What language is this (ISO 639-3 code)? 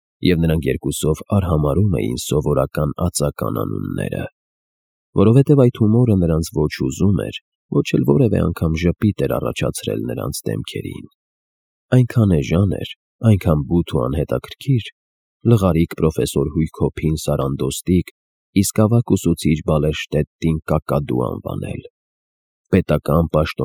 hye